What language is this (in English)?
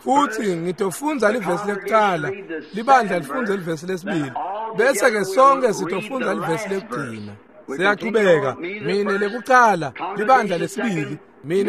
Swati